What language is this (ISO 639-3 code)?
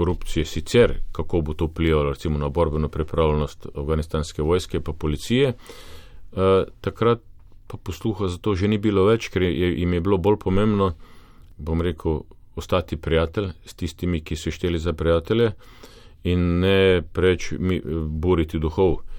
slv